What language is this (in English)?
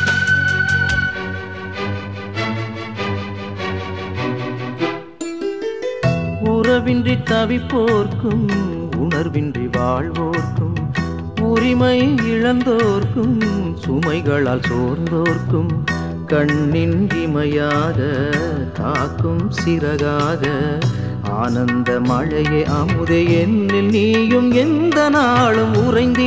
Tamil